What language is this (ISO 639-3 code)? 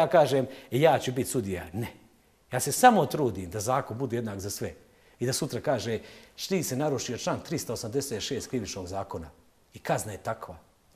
bos